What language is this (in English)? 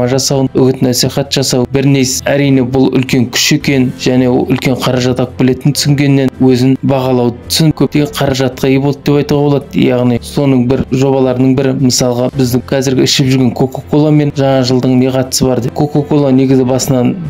Kazakh